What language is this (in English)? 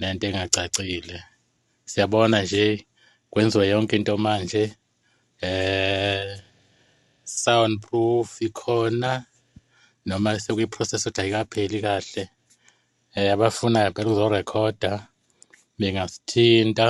Zulu